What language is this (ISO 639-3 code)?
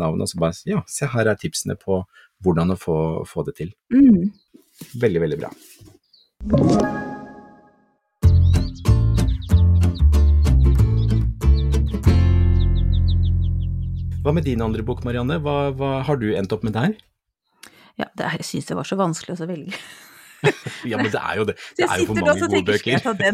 nor